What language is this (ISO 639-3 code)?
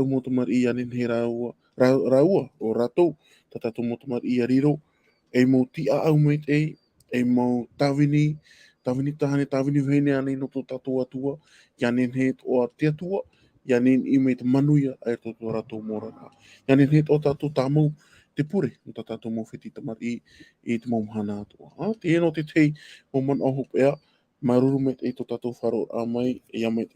tah